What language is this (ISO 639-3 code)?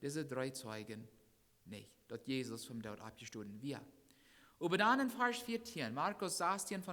pdt